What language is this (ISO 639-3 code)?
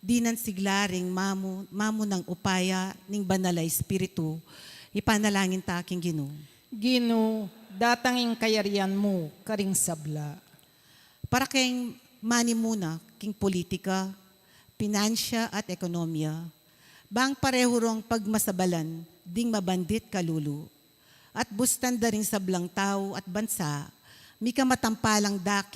pam